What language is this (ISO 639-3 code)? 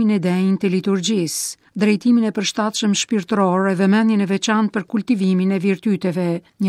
sqi